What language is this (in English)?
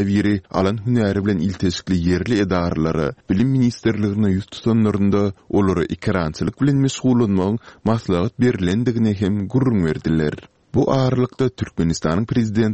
Turkmen